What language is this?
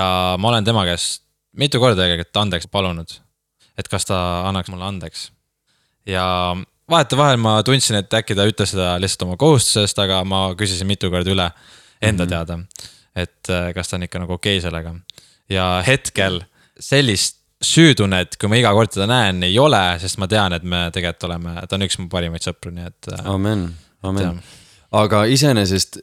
Estonian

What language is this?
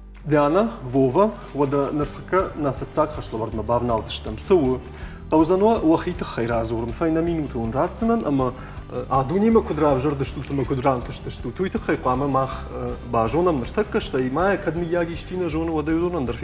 Ossetic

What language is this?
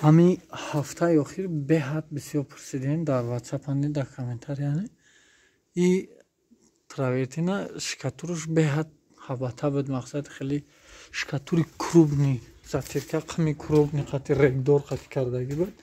Tajik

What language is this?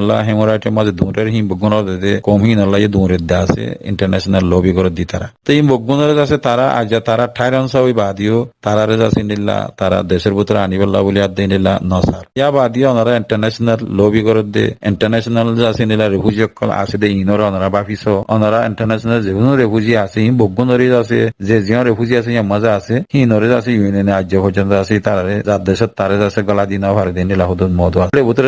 Rohingya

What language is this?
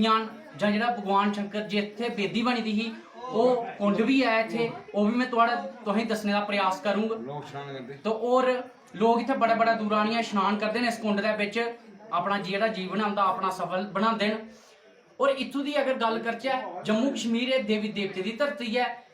Dogri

